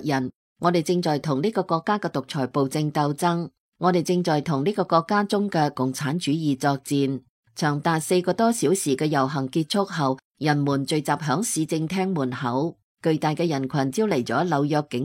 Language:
Cantonese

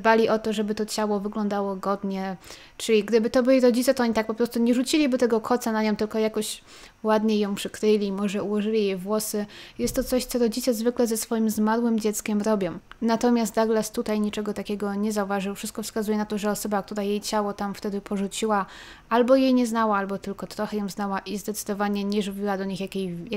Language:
Polish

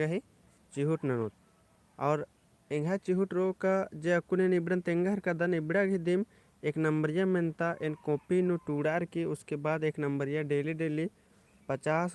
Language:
Kurukh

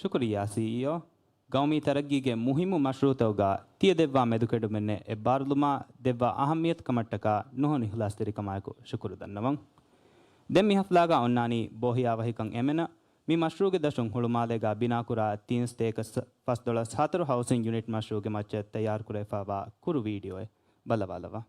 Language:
Divehi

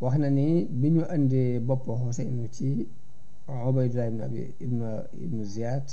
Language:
Wolof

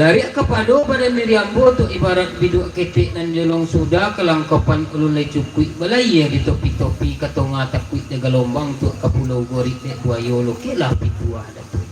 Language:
Minangkabau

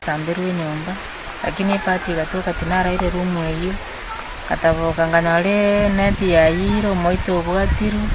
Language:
Gusii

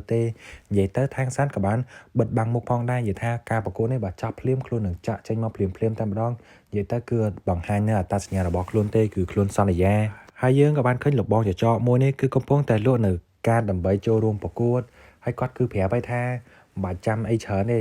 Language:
Khmer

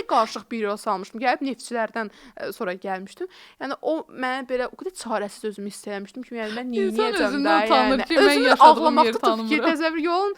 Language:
Azerbaijani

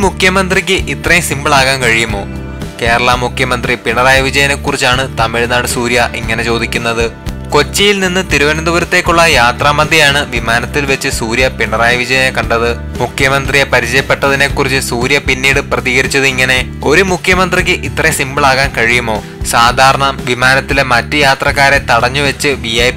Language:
Malayalam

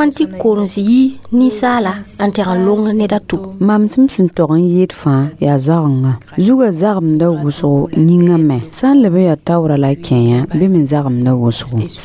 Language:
Mossi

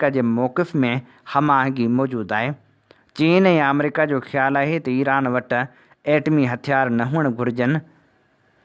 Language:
Sindhi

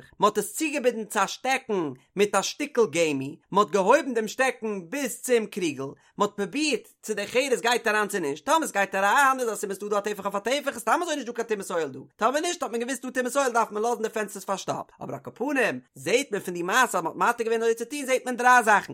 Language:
Yiddish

